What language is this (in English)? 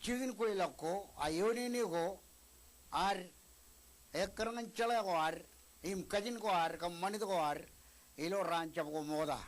Marshallese